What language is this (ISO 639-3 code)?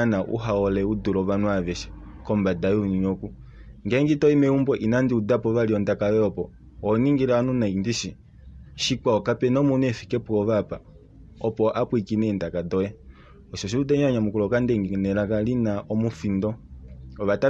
kua